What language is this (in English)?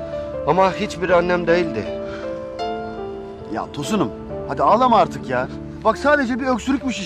Turkish